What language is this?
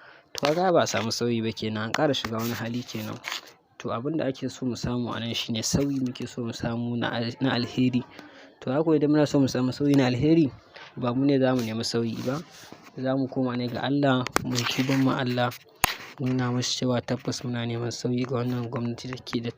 Hausa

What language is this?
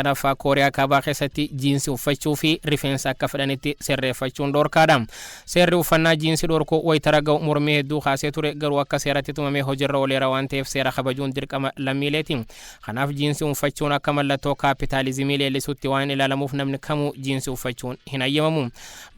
Oromo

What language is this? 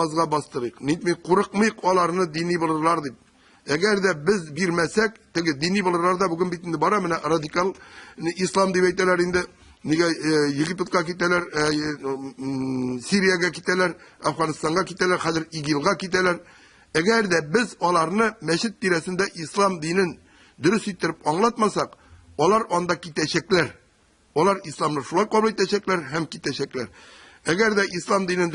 Tatar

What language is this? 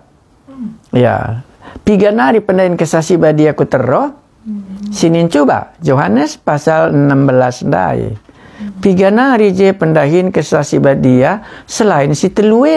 Batak Karo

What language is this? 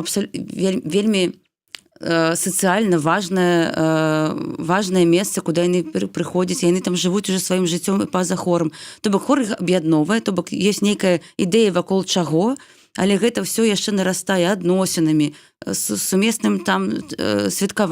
Belarusian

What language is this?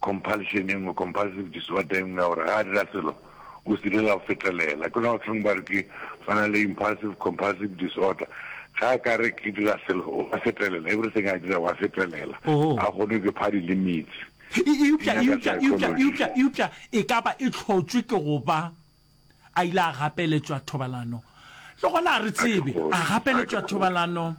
Northern Sotho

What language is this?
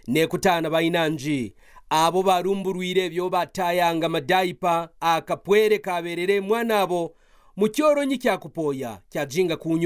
Kaonde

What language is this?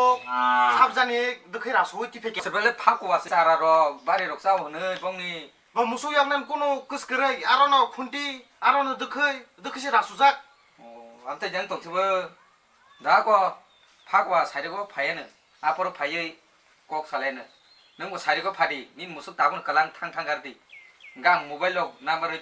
Kok Borok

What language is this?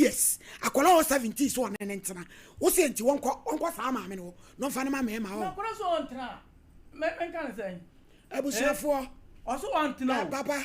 Akan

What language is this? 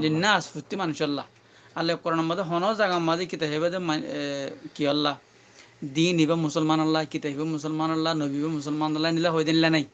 Rohingya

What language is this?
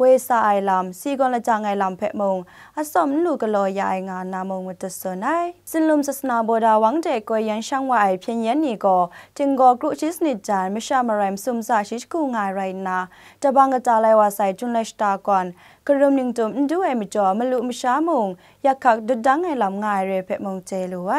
Kachin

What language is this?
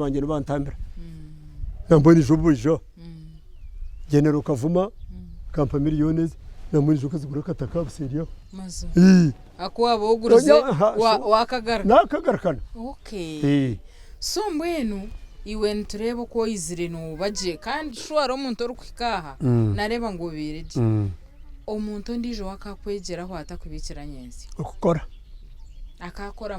Nyankole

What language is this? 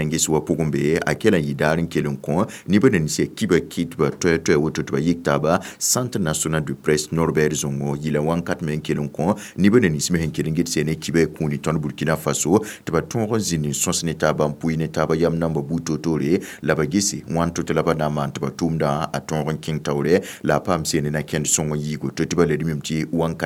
Mossi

